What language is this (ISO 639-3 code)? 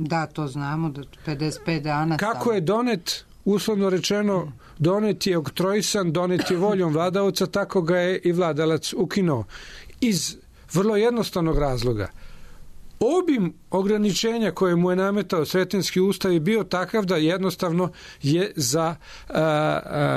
srp